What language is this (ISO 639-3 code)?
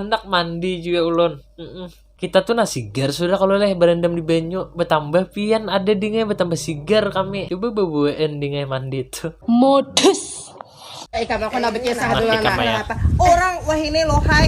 bjn